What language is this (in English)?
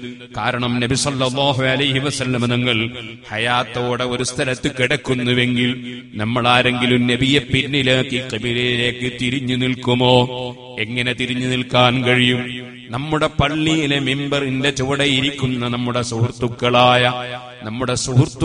Malayalam